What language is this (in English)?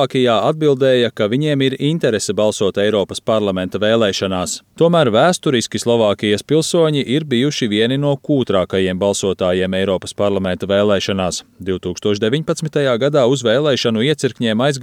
Latvian